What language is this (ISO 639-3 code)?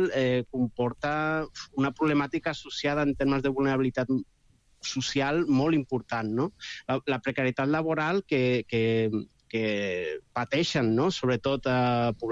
cat